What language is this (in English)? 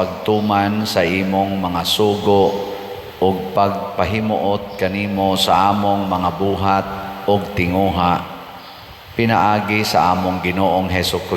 Cebuano